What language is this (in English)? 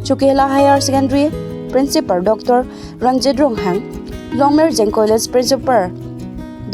Karbi